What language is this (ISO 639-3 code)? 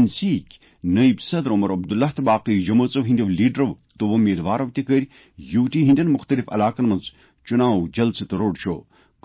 kas